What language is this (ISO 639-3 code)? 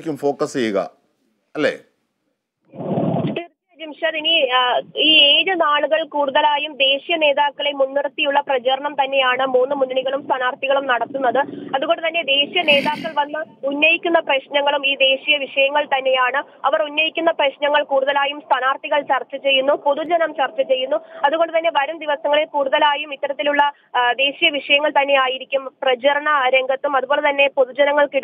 mal